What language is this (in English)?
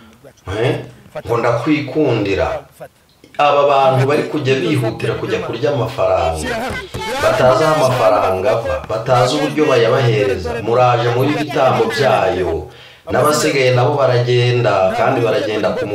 Kinyarwanda